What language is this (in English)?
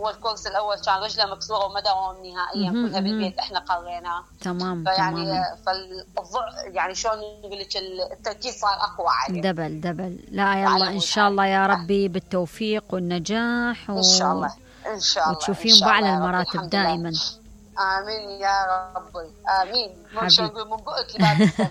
Mesopotamian Arabic